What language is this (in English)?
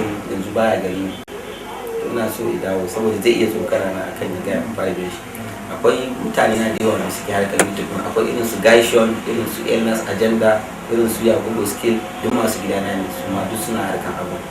Hausa